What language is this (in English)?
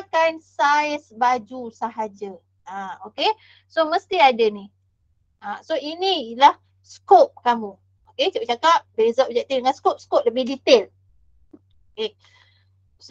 Malay